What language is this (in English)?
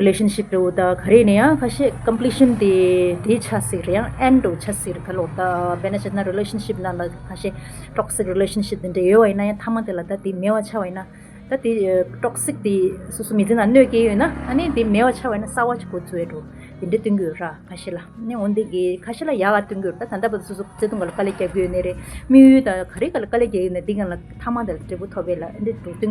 Tibetan